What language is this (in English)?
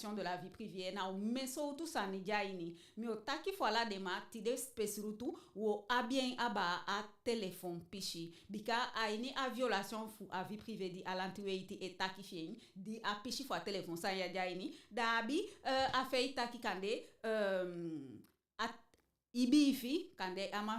Eastern Maroon Creole